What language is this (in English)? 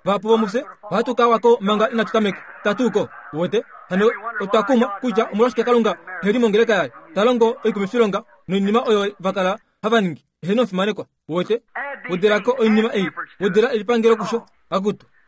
Kuanyama